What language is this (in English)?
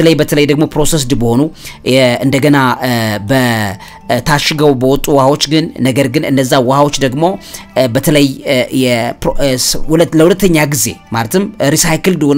Amharic